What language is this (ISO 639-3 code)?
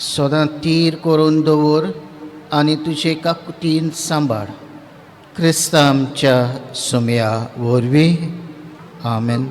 kok